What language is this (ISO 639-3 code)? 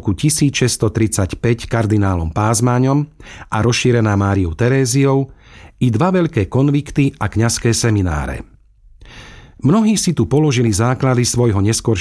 slk